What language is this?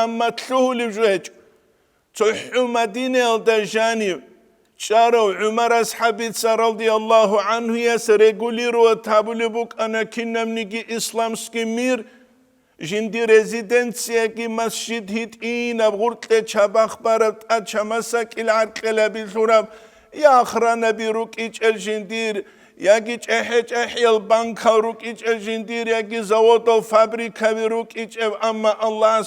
Avaric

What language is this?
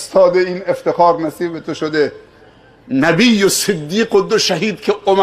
Persian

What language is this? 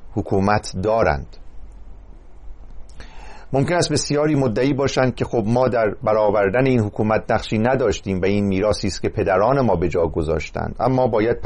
Persian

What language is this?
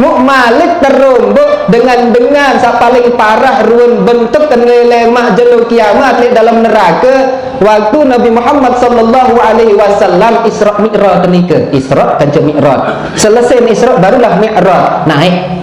Sasak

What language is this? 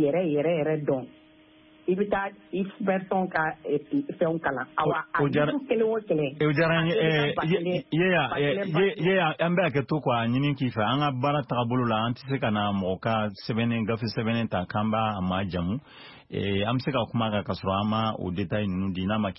Bambara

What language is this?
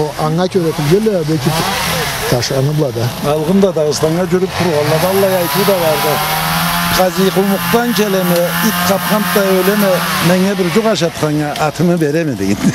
Karachay-Balkar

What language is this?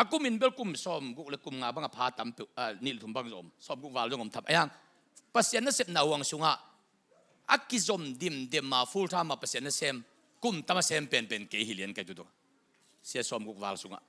Tedim Chin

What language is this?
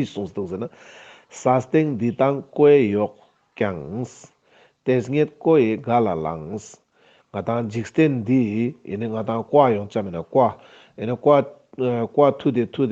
Ladakhi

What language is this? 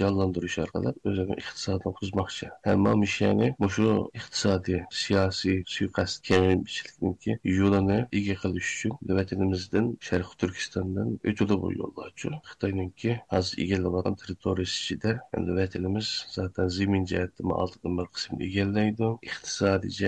Uyghur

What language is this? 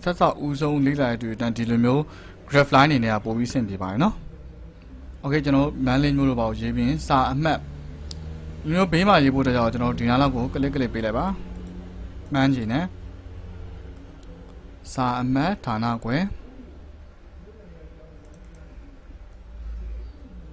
Burmese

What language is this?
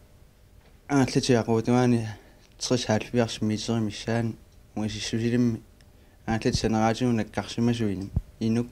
Kalaallisut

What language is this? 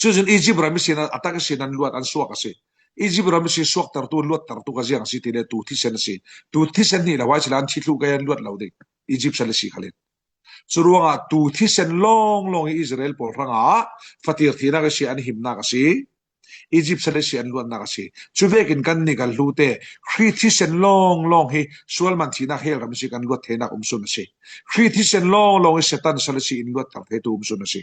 Falam Chin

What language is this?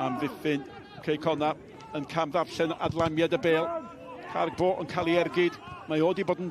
Welsh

